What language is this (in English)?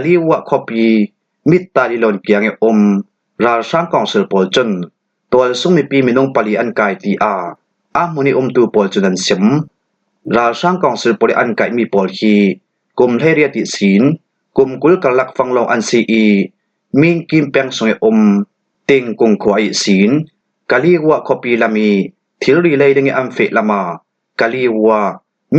Falam Chin